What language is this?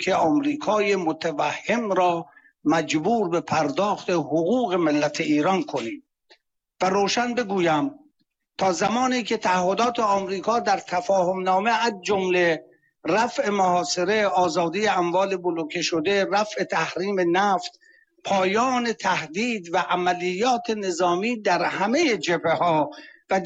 Persian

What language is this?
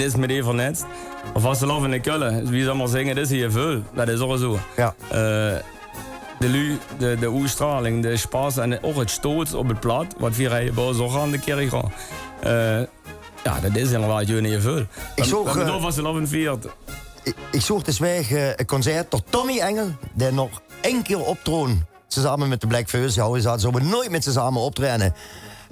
Limburgish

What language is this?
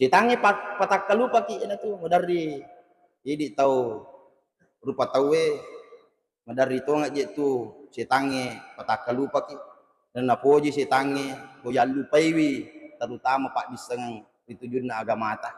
Buginese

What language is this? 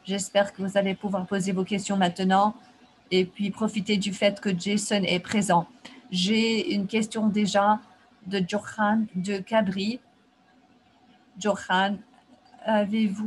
French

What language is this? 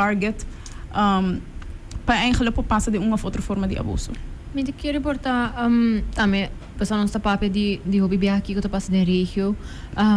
Papiamento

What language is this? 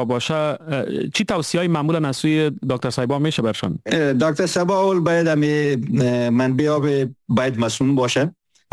Persian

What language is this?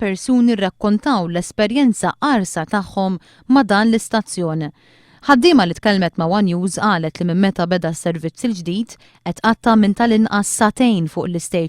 Maltese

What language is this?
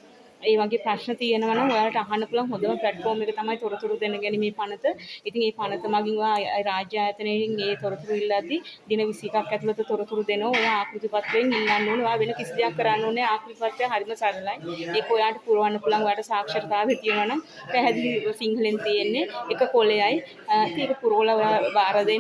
Sinhala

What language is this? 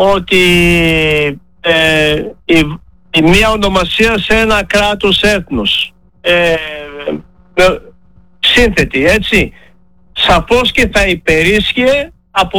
Greek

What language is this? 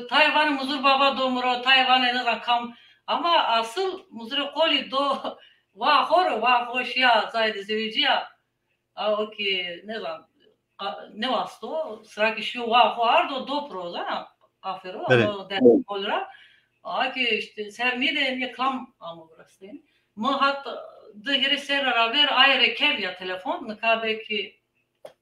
Zaza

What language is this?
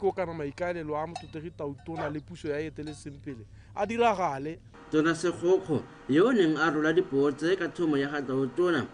Tswana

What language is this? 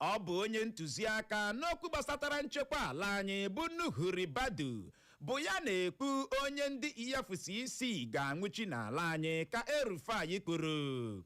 Igbo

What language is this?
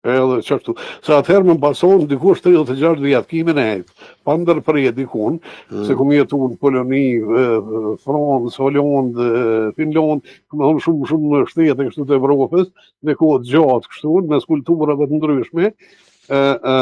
Albanian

